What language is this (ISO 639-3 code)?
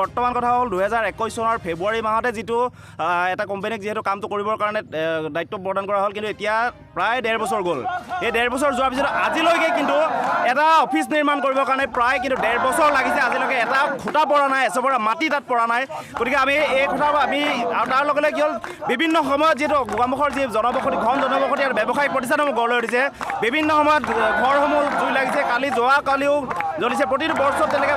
asm